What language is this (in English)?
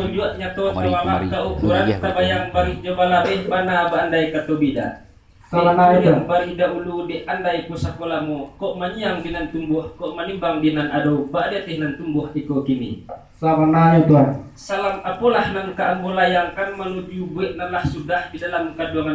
Minangkabau